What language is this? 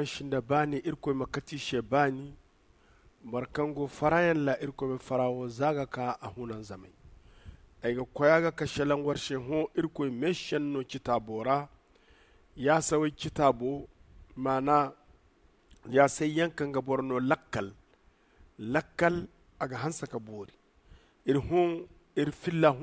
Zarma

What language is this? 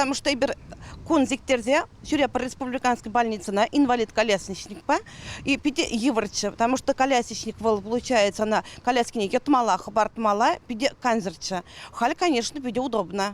Chuvash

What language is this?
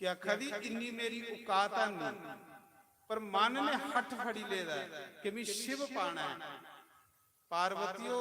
Dogri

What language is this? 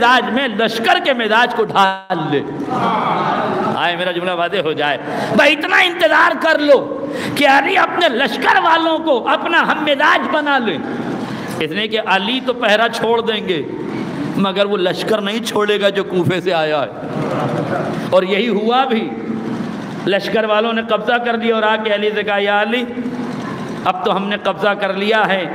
Urdu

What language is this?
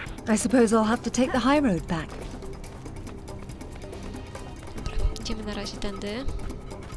Polish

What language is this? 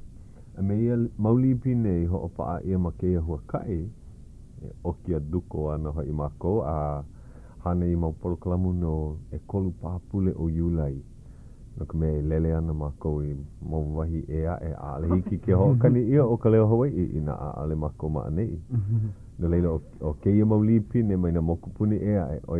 Hawaiian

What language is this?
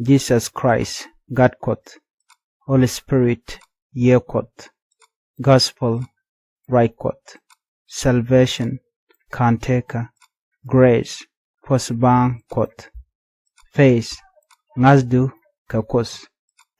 Nuer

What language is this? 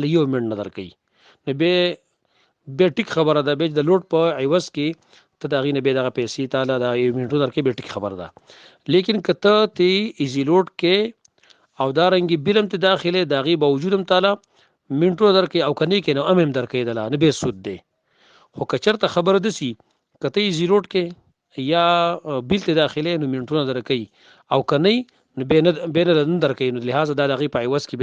Pashto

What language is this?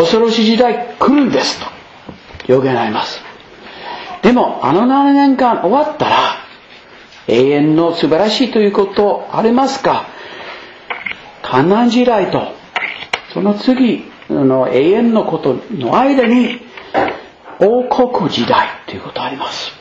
Japanese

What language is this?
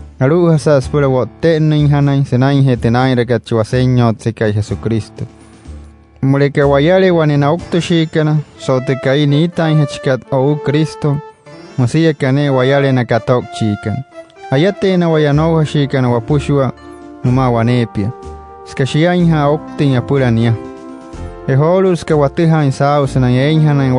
Wayuu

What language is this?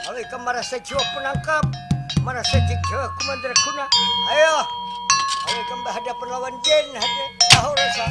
Banjar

